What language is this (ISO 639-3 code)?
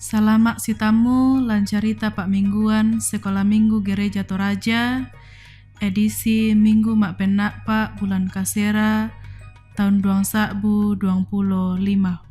sda